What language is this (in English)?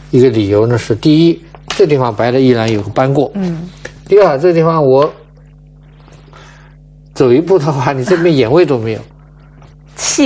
Chinese